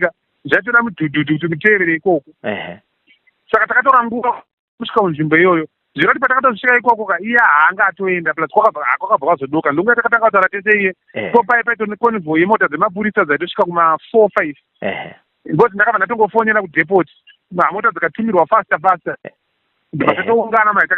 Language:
Shona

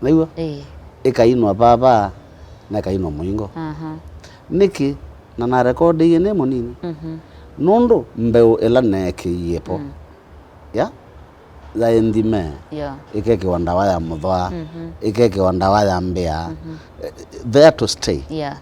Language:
Kamba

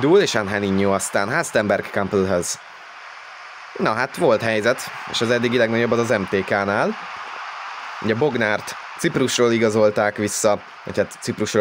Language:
Hungarian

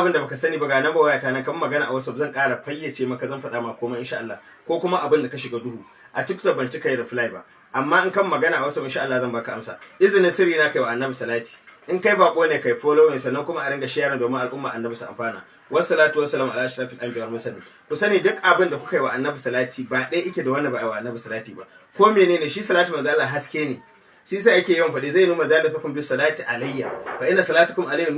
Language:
Hausa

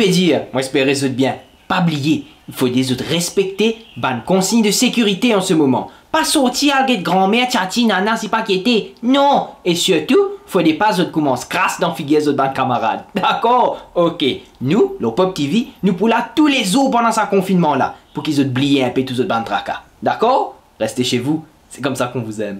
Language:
Morisyen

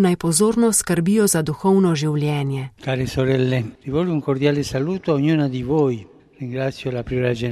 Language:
Slovenian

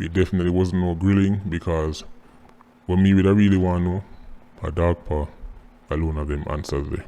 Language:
Jamaican Creole English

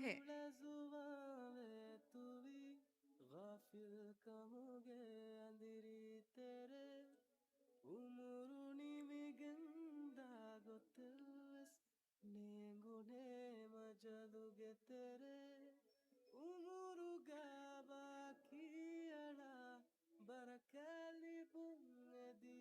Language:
Divehi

